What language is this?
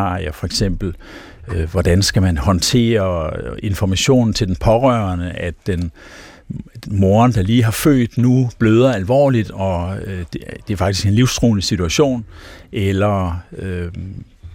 Danish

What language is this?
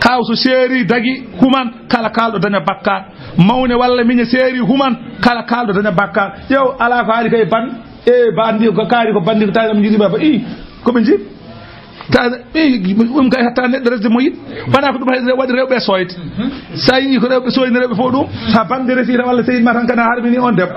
Fula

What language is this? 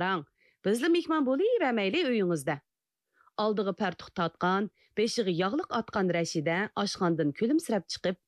Uyghur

